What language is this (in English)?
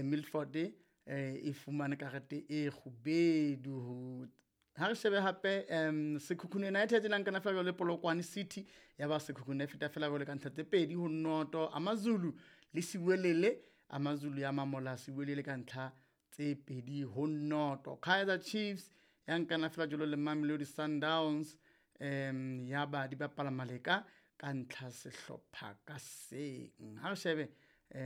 Southern Sotho